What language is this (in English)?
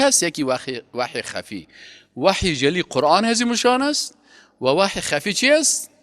Persian